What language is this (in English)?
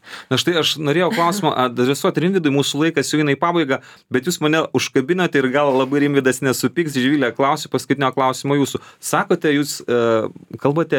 Lithuanian